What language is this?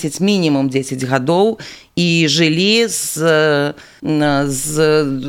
Belarusian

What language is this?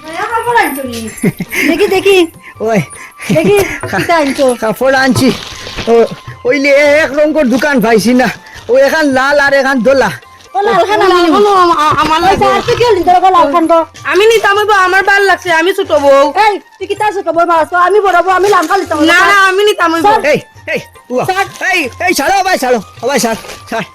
Sylheti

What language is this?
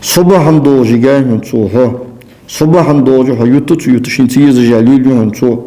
Ingush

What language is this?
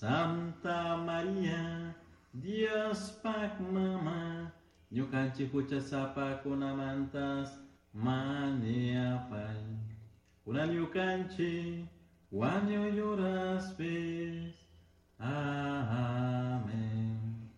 Chimborazo Highland Quichua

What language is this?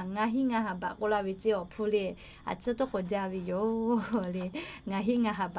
Lahu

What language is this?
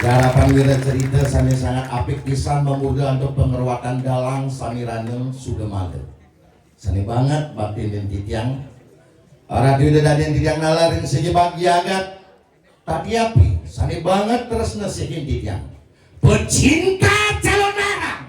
Balinese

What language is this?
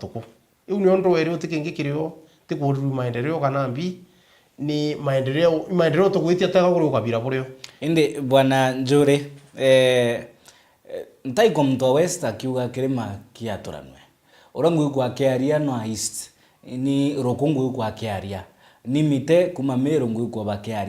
Meru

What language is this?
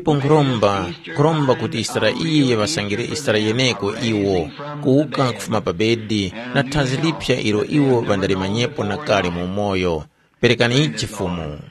Tumbuka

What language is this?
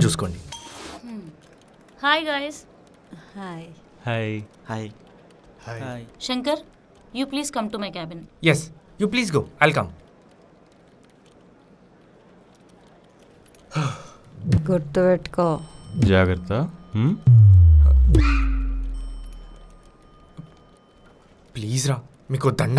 Telugu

